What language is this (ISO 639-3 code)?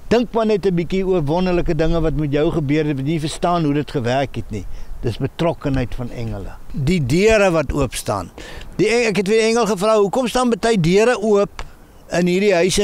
afr